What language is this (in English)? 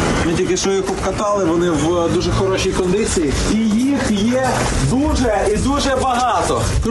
Ukrainian